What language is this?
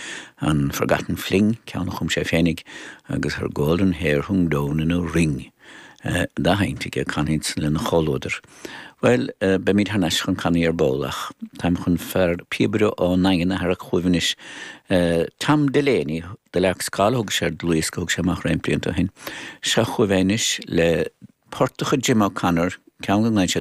Irish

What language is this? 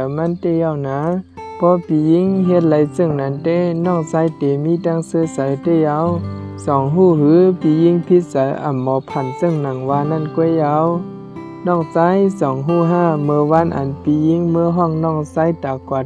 Shan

